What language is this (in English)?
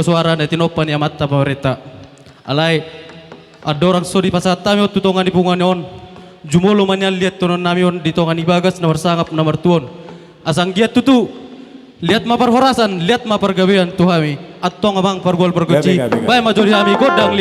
Batak Toba